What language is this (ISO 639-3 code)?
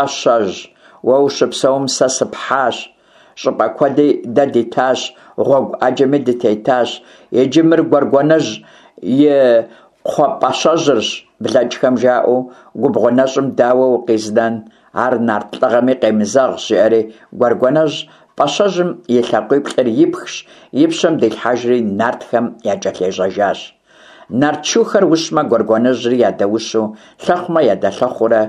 kbd